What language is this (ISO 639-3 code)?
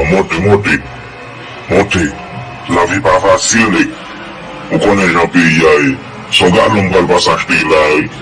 hat